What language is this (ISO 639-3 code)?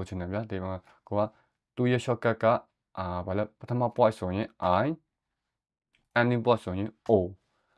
mya